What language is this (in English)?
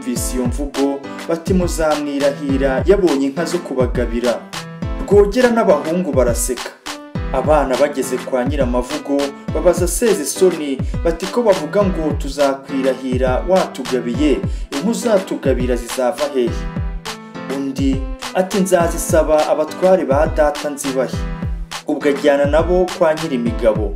Kinyarwanda